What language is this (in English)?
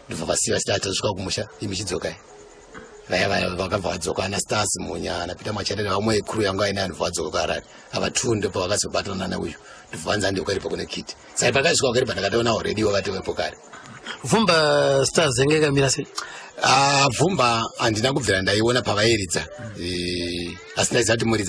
Shona